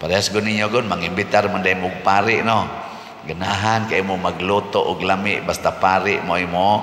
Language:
Cebuano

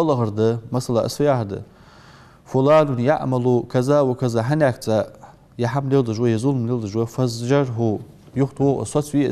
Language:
Ingush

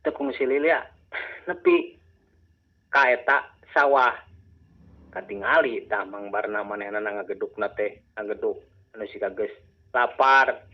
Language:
Sundanese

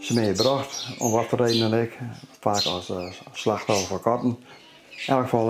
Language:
Western Frisian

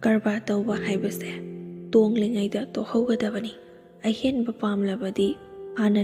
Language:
Manipuri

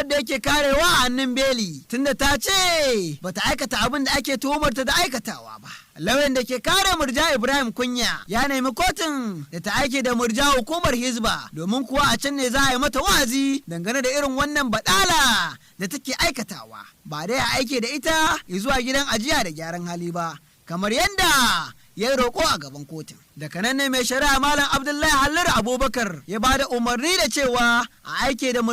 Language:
Hausa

